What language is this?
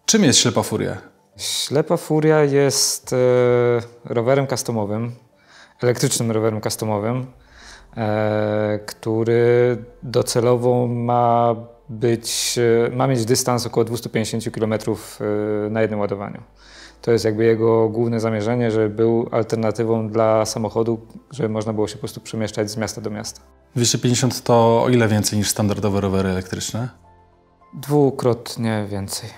Polish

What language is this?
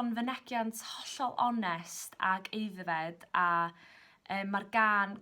Welsh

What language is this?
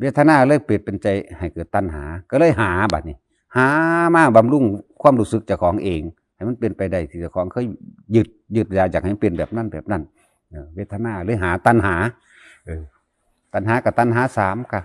Northeastern Thai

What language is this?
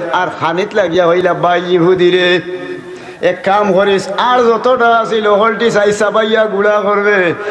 Sylheti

